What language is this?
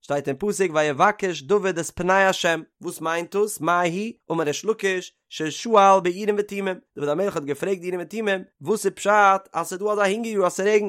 Yiddish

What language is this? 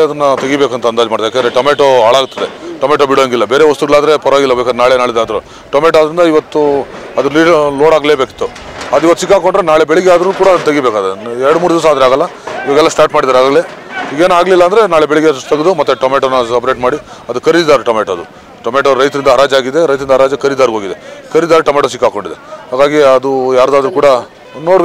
Kannada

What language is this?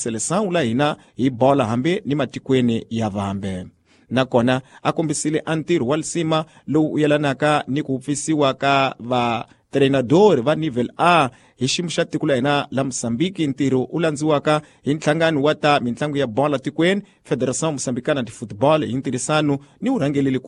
Tsonga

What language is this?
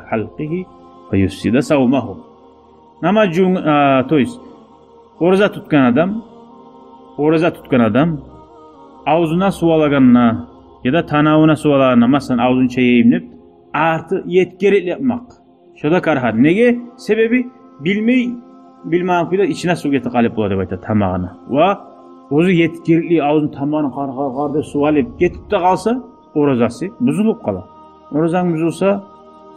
Kumyk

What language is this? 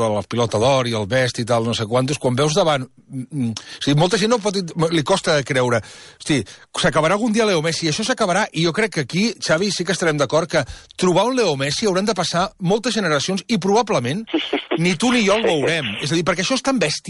Catalan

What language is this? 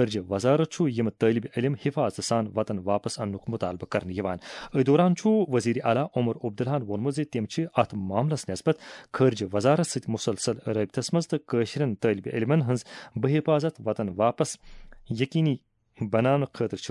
Kashmiri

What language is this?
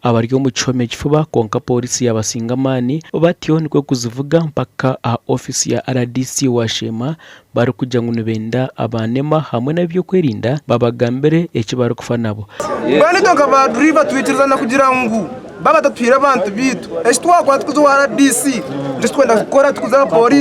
Nyankole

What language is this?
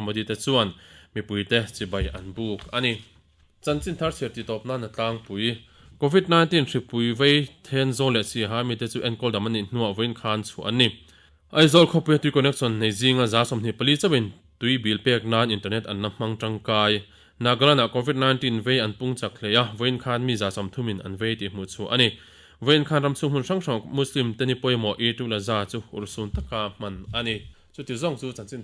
Mizo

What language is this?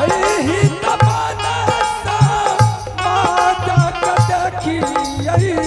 Angika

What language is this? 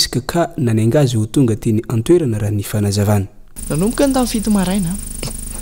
Malagasy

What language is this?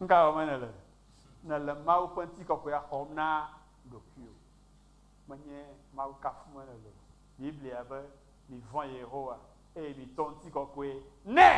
Ewe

